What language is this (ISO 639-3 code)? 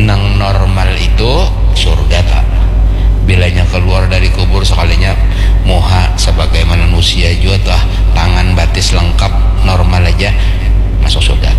bjn